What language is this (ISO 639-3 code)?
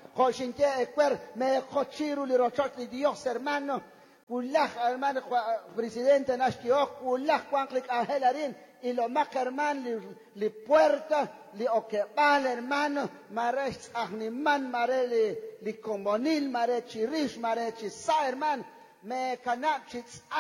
kek